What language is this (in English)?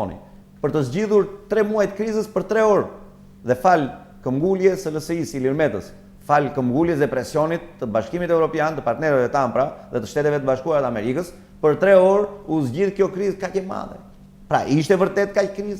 Albanian